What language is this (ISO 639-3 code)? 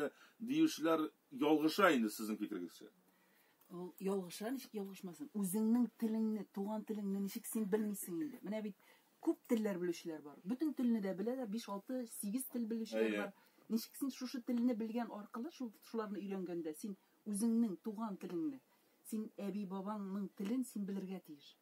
tat